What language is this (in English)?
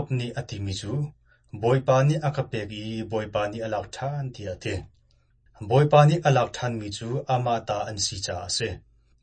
Hakha Chin